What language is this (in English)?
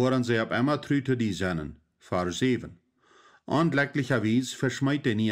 Plautdietsch